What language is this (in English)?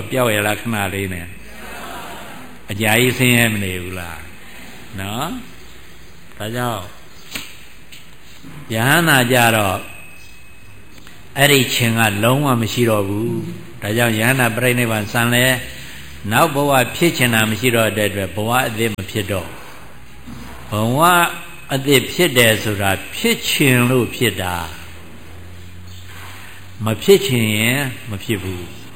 Burmese